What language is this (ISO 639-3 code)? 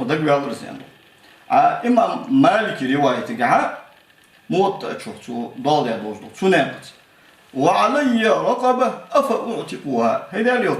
inh